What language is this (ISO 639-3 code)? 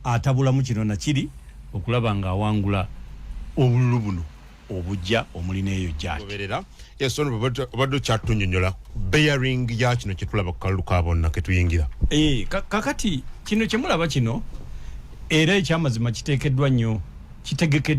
lug